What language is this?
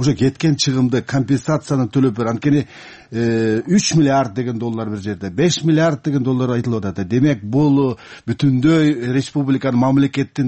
Kyrgyz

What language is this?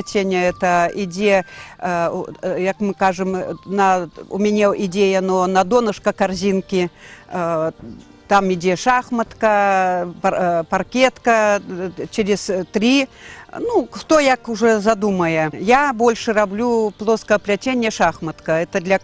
Belarusian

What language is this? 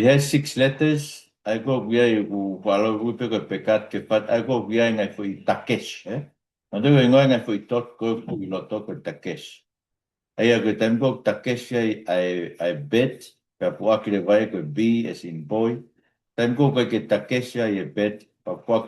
Tongan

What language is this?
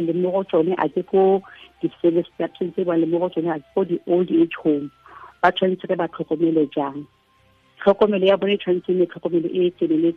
Tswana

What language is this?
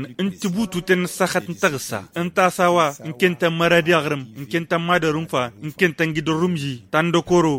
Tamasheq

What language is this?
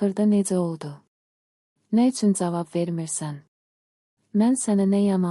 Azerbaijani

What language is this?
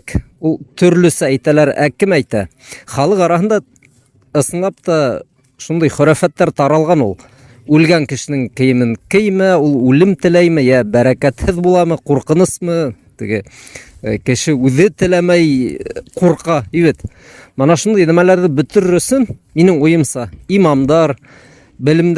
Bashkir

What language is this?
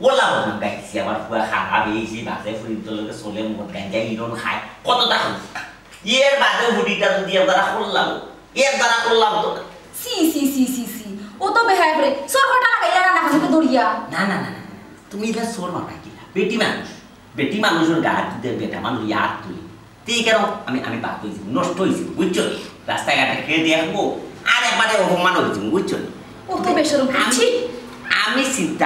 Sylheti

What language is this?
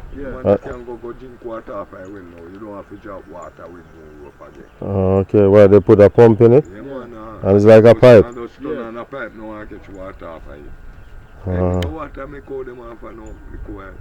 Jamaican Creole English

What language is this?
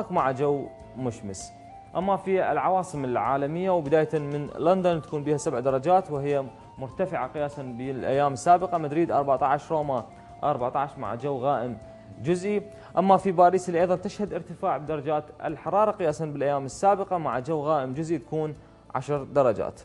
Mesopotamian Arabic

